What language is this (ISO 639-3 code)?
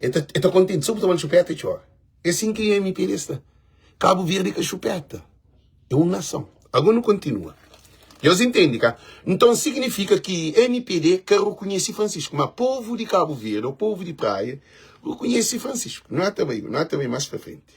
kea